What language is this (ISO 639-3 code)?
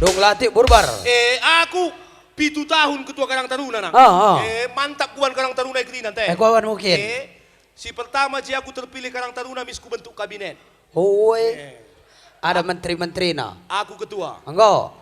btx